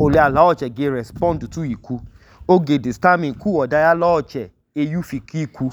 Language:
Idoma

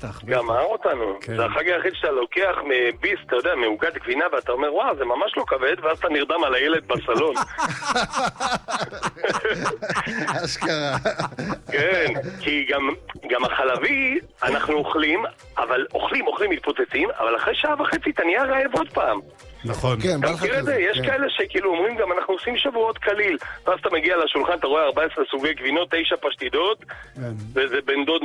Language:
Hebrew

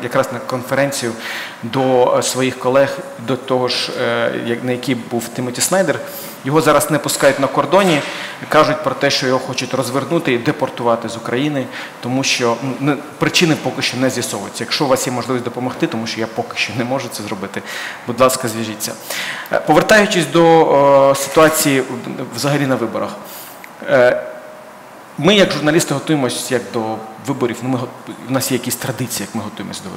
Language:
Ukrainian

